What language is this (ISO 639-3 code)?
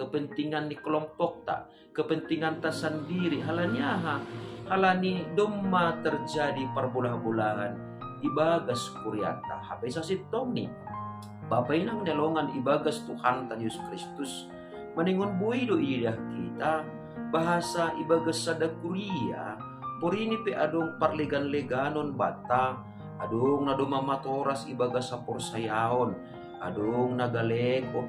bts